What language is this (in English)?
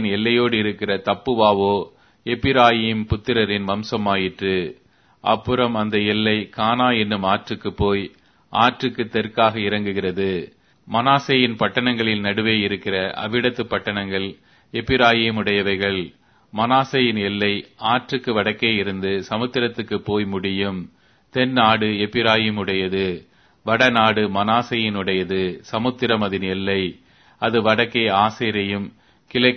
Tamil